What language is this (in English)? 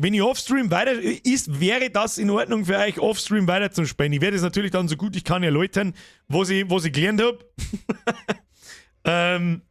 Bavarian